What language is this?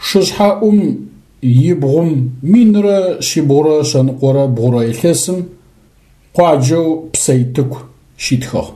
Adyghe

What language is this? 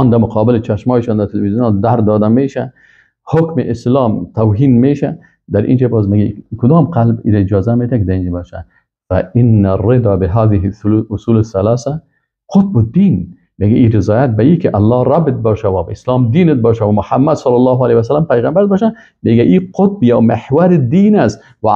Persian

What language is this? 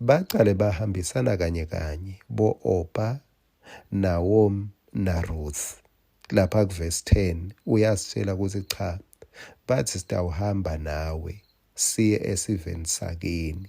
Swati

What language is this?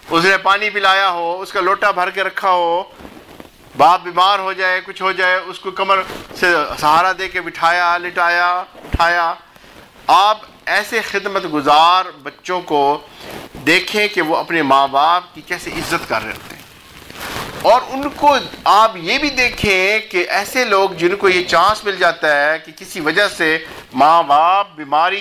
Urdu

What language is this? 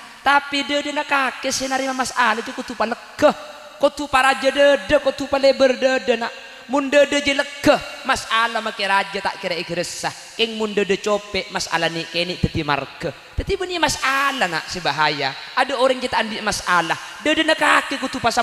Madurese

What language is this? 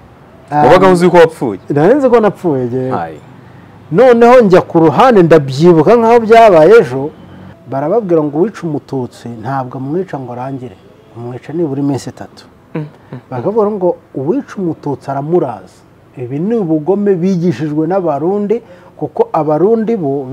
Kinyarwanda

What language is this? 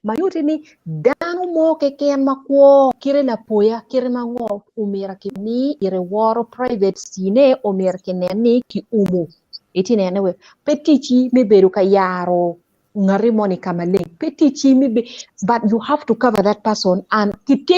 Acoli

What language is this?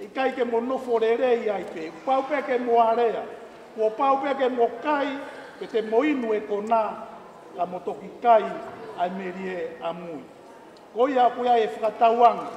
Tongan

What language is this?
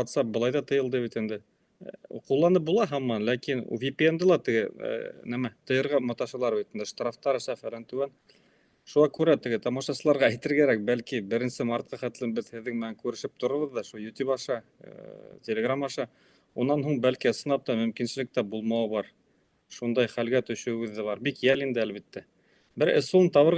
Bashkir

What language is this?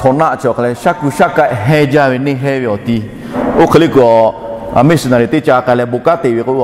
Lahu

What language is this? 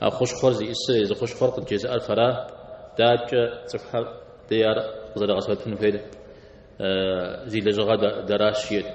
Kabardian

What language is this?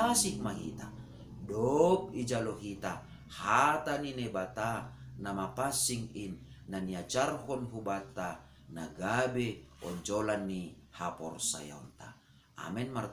Batak Simalungun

